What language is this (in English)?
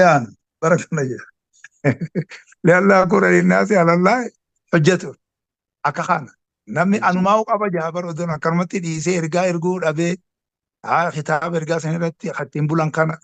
Oromo